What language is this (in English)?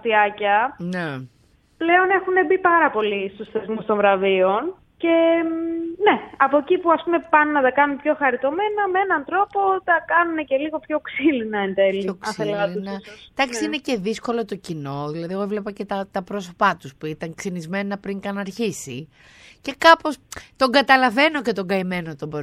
Greek